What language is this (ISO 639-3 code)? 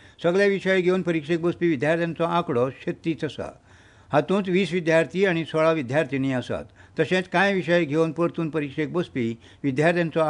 kok